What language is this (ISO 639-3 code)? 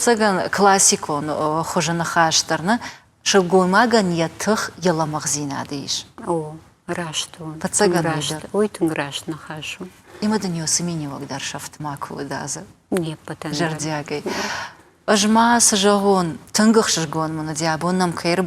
oss